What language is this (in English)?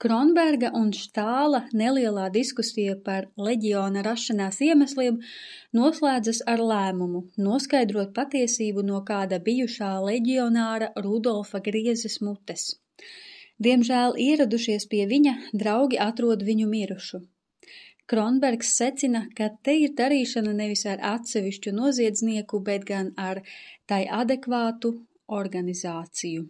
Latvian